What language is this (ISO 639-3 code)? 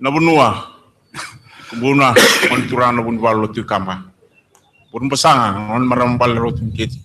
fij